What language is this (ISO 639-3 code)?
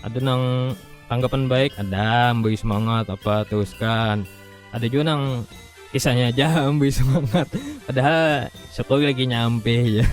bjn